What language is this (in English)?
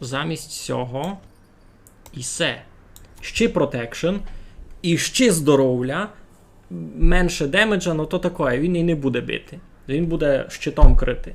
Rusyn